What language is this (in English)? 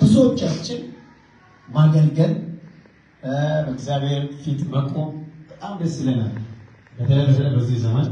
Amharic